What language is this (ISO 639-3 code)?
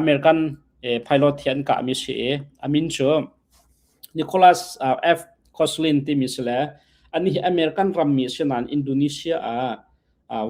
cnh